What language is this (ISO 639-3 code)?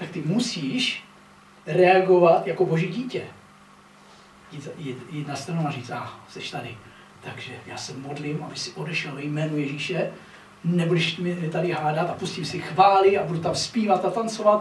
ces